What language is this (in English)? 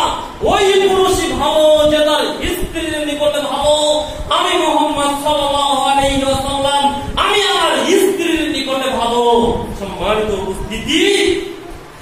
Bangla